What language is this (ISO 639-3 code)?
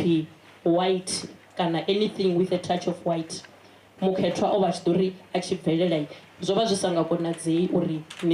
ven